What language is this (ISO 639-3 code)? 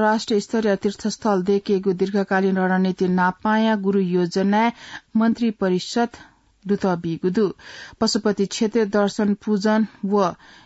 new